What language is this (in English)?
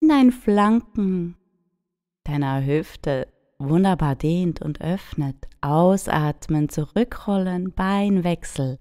Swiss German